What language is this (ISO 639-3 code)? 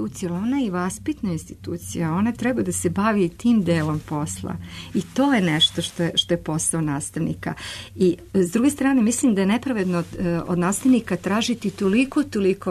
srp